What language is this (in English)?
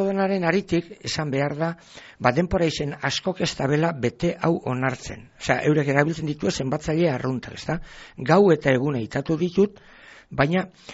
Basque